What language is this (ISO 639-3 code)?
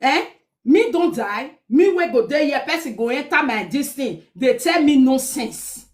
pcm